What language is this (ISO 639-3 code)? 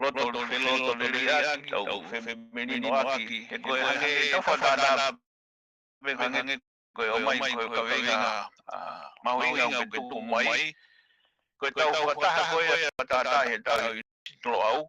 ton